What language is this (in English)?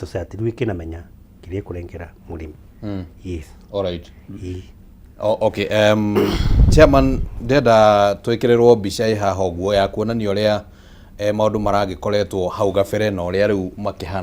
Kikuyu